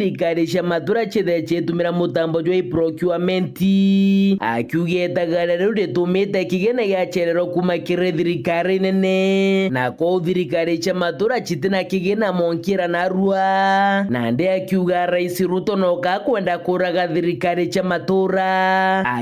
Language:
Meru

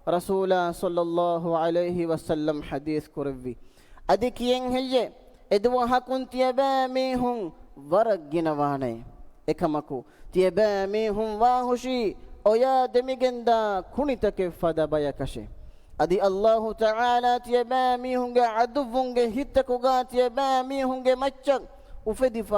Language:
Divehi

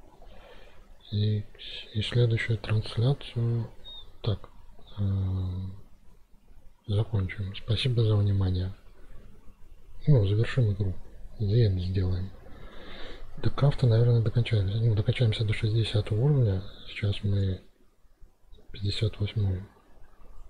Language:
Russian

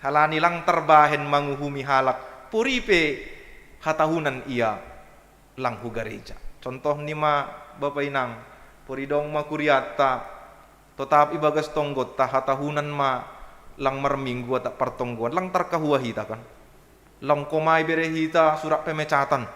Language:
Batak Simalungun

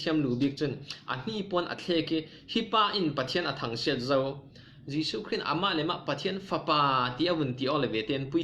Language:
Falam Chin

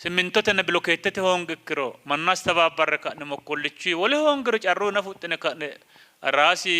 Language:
Sidamo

